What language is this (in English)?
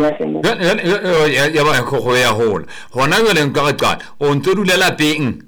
Southern Sotho